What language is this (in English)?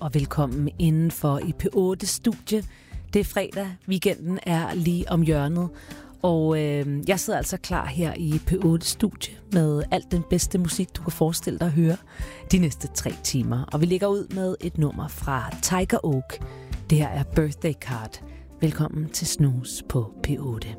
Danish